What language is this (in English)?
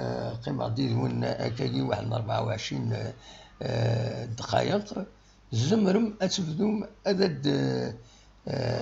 Kabyle